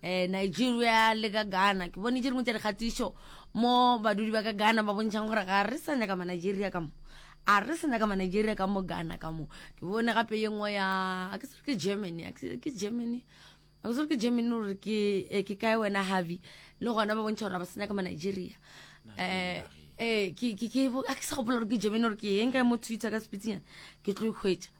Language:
Northern Sotho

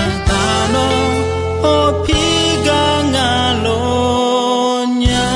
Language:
Akha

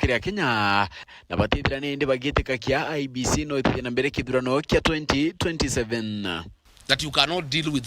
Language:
Meru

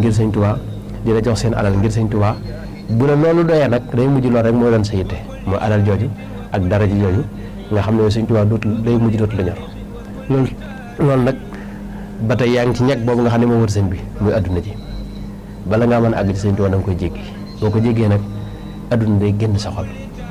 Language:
Wolof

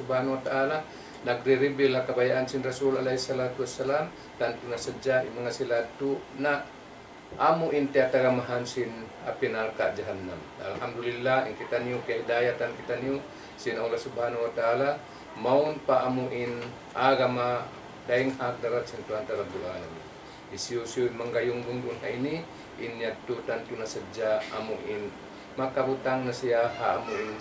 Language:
Tausug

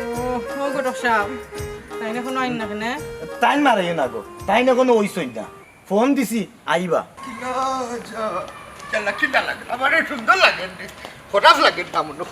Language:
Sylheti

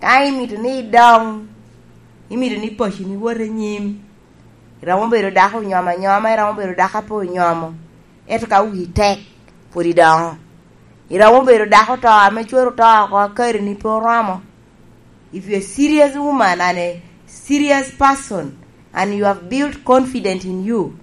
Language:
Lango (Uganda)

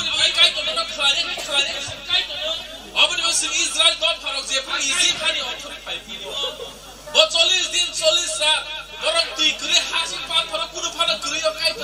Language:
Kok Borok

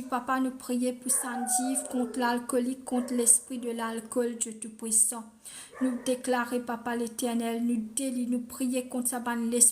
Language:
Morisyen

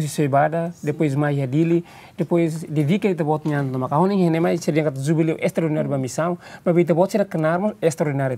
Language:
Tetum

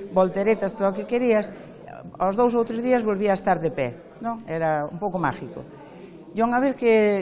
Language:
Galician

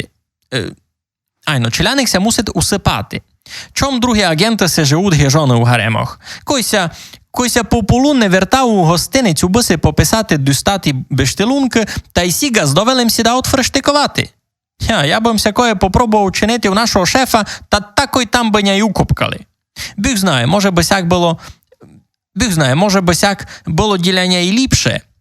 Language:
Rusyn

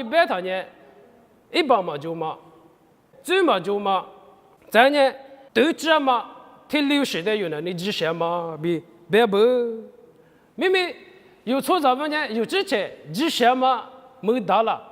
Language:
Lisu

